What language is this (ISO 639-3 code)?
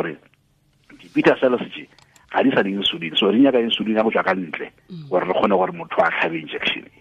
nso